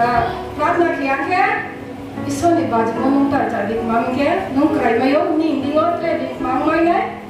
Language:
Riang (India)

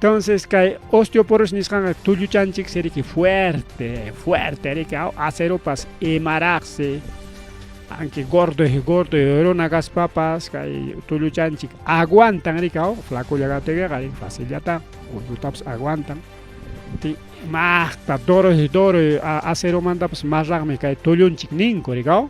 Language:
Ayacucho Quechua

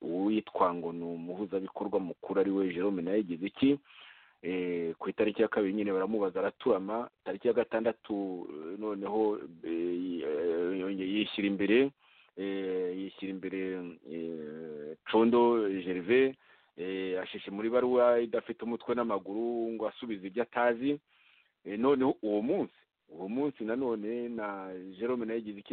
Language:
Kinyarwanda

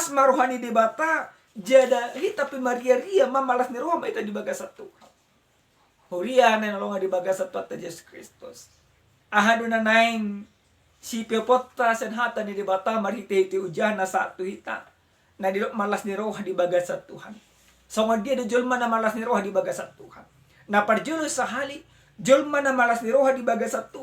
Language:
Batak Toba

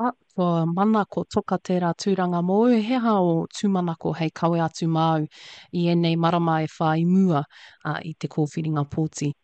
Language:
Māori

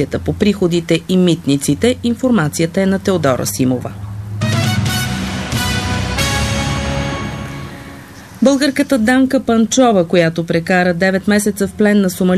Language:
Bulgarian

